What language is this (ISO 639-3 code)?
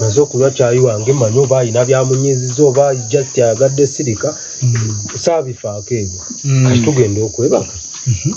lug